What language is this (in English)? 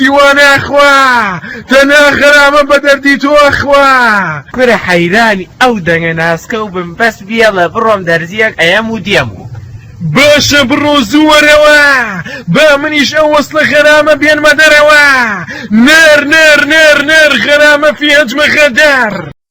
Central Kurdish